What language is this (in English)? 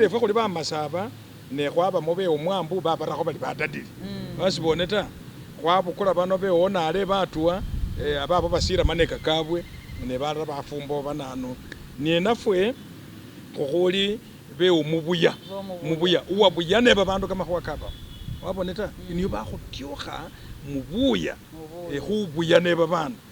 Masaaba